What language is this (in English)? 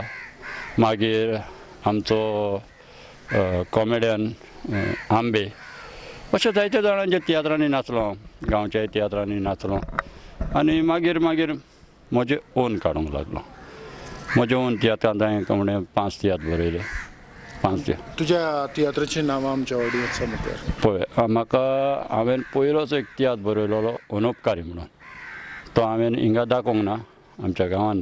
Konkani